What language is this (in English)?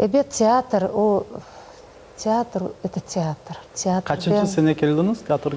Crimean Tatar